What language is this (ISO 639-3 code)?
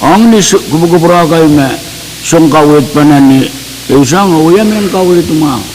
pon